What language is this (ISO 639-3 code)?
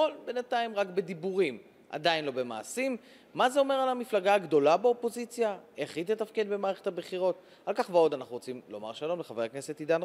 heb